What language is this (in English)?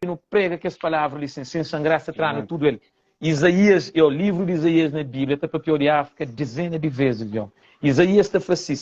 Kabuverdianu